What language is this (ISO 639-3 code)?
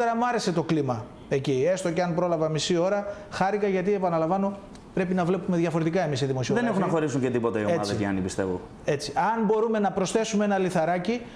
ell